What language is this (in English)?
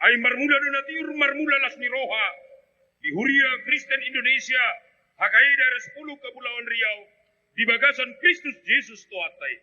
Batak Toba